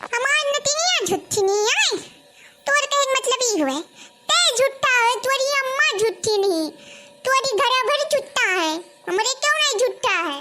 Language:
Awadhi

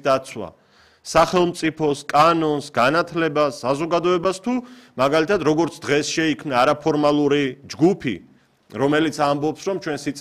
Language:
Georgian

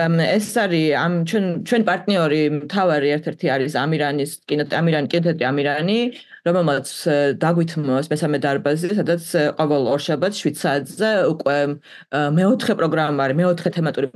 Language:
Georgian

